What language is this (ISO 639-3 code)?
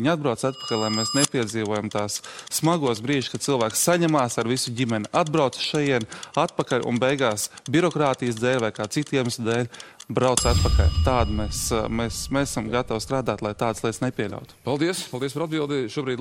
lav